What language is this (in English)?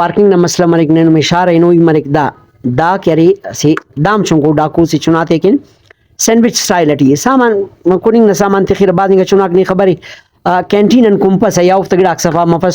Brahui